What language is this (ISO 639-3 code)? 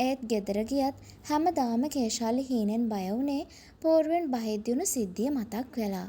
sin